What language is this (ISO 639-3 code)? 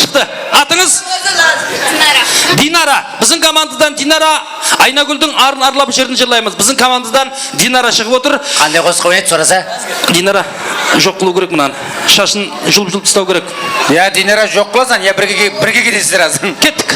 kaa